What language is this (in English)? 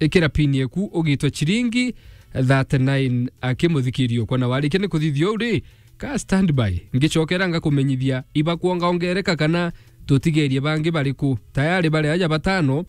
Meru